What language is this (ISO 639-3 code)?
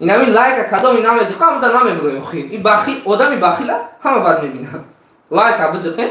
tgk